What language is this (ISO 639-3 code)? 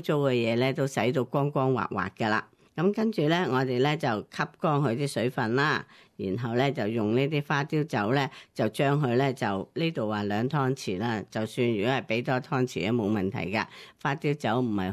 yue